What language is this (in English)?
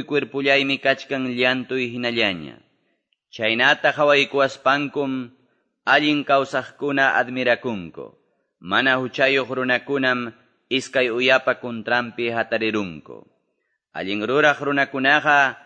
Quechua